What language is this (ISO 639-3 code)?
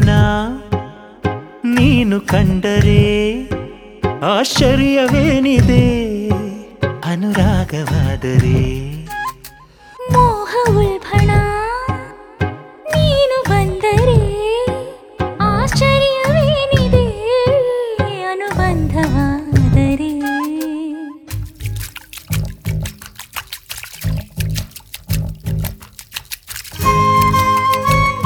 kan